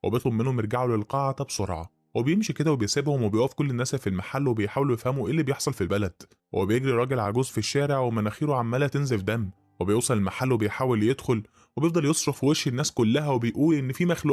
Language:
Egyptian Arabic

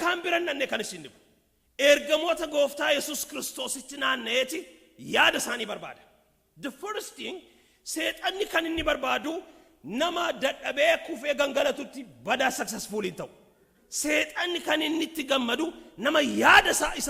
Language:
Oromo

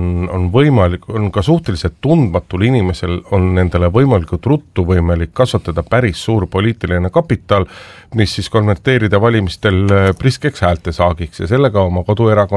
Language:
Estonian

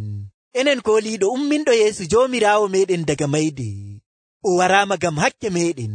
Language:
Nigerian Fulfulde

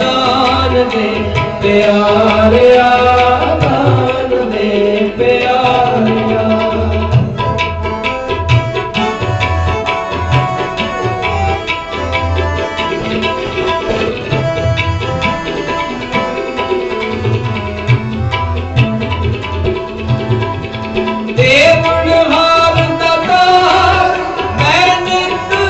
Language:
Punjabi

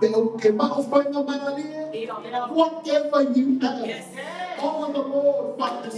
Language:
Tongan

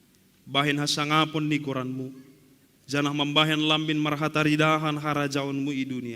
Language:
Batak Simalungun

